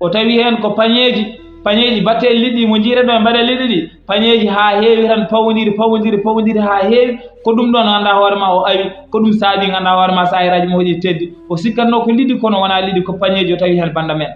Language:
Fula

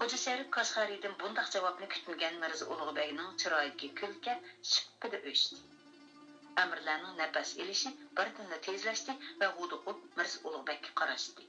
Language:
Uyghur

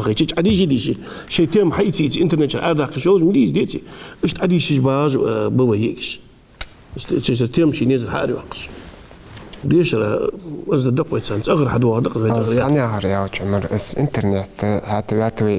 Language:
Ingush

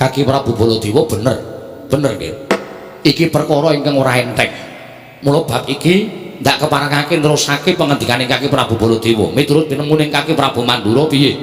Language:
Javanese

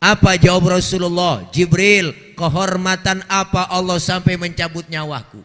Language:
Betawi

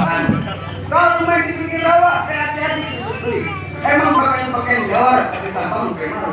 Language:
Betawi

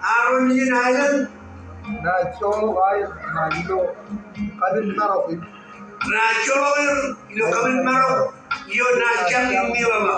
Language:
Marshallese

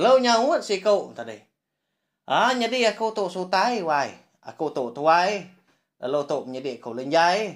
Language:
Iban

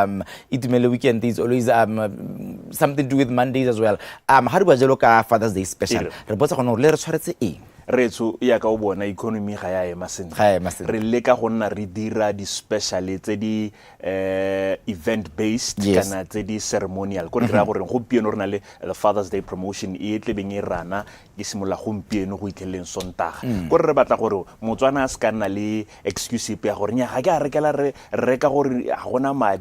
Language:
Tswana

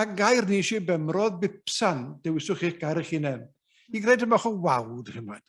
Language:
Welsh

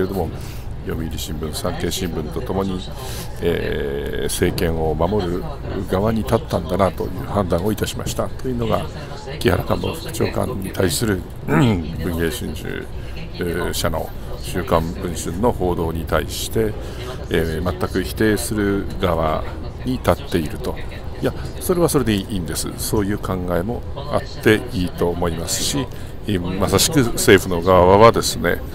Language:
Japanese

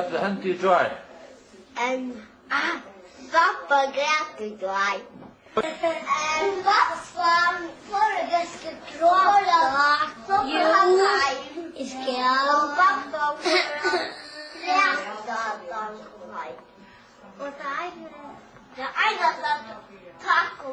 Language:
Faroese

